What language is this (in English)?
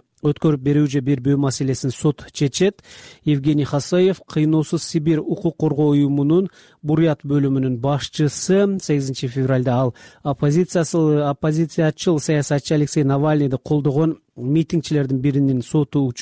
Kyrgyz